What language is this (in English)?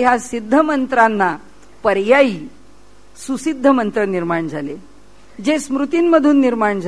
Marathi